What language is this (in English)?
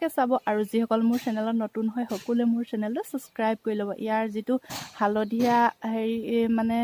Assamese